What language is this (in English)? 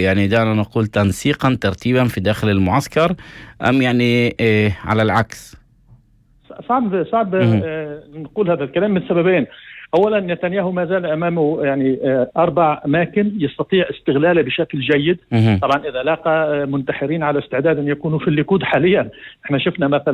North Levantine Arabic